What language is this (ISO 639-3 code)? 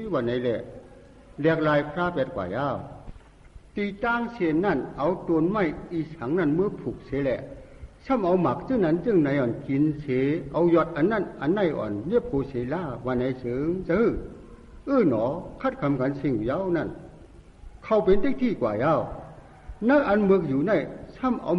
shn